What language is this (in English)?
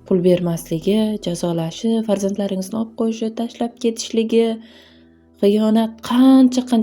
Uzbek